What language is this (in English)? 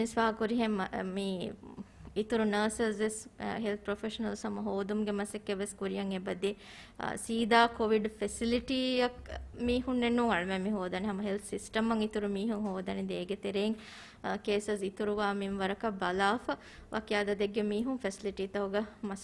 Divehi